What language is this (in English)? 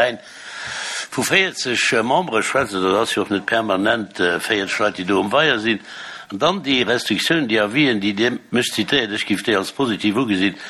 Luxembourgish